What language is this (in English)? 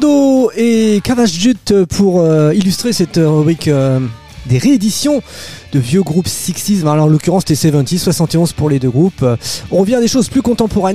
French